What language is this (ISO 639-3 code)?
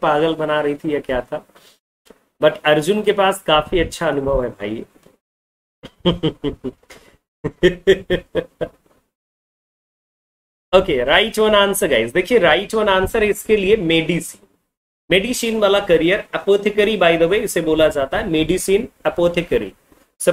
hin